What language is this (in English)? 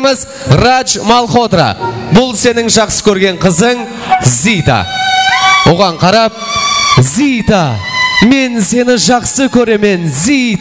Kara-Kalpak